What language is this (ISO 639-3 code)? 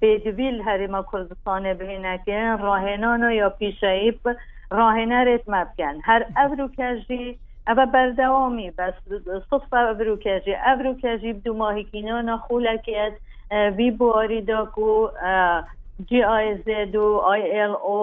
kur